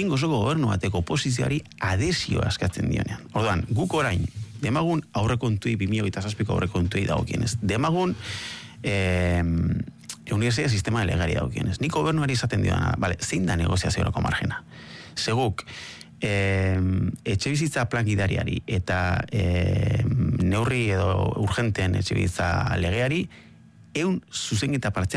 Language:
Basque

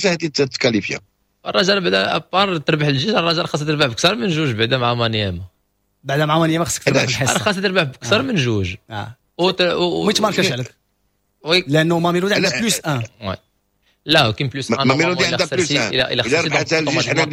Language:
Moroccan Arabic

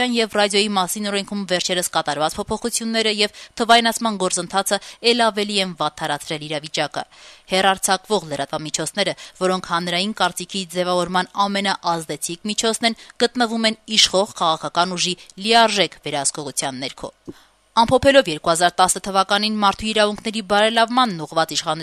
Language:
Armenian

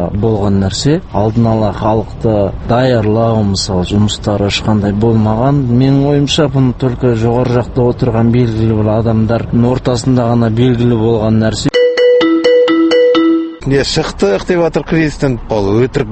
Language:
Kazakh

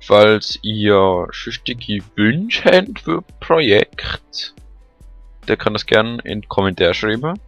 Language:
Swiss German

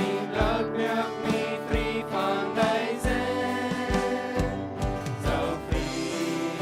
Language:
Plautdietsch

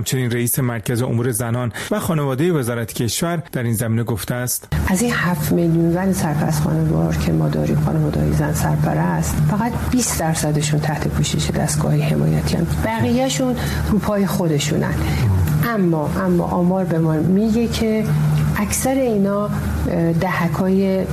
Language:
Persian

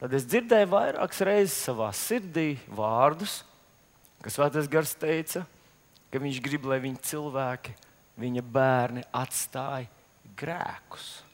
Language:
Latvian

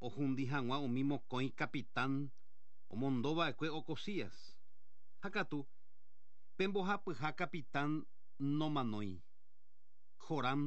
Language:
Guarani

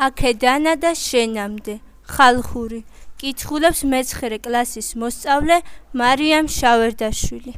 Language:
Georgian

